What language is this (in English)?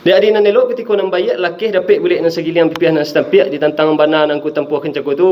Minangkabau